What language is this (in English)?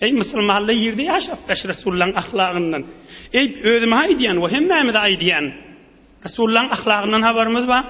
Turkmen